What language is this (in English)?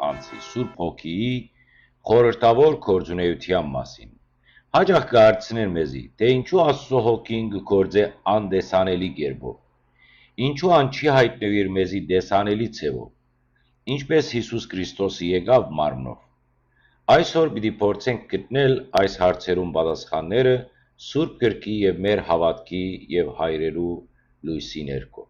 Western Armenian